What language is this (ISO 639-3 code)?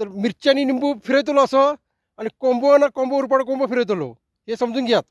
kok